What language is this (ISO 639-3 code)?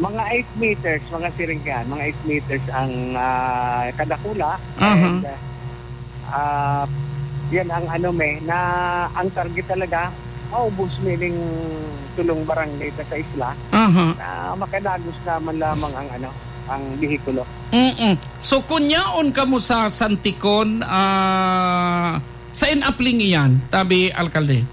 bik